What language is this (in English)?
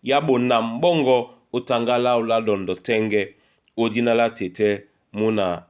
Duala